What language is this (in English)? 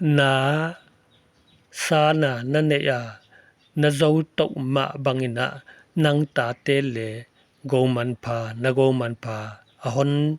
Paite Chin